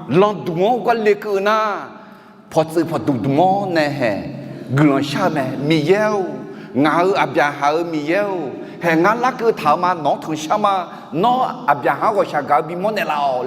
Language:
Akha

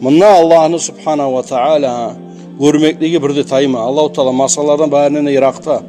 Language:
Kumyk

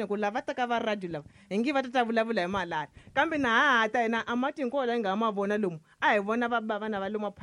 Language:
Tsonga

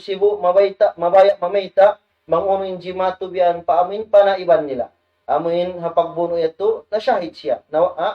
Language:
Tausug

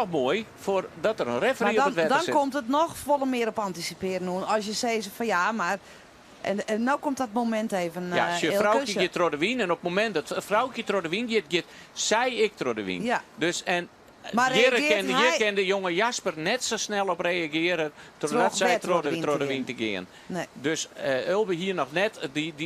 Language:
Western Frisian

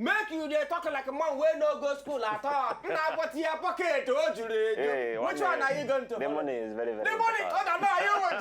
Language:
Nigerian Pidgin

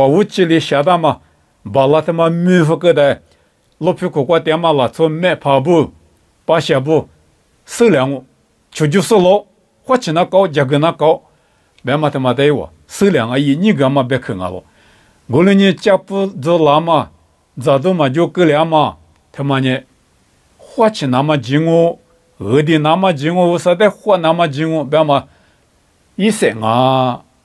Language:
Lisu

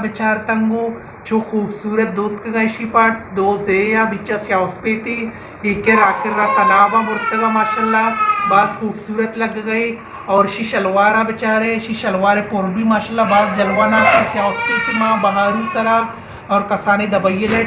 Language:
Baluchi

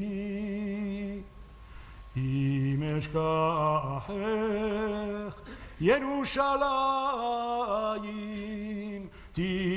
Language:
Ladino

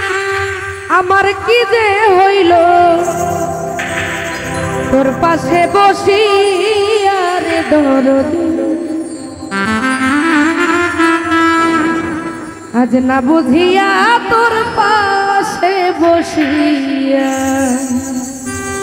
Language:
Bangla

